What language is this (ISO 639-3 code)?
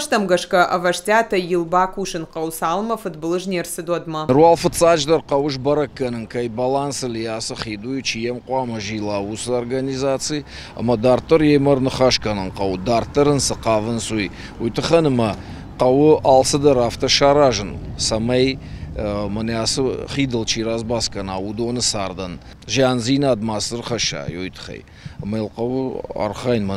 oss